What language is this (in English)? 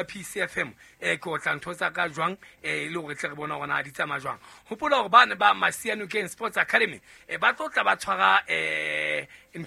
Southern Sotho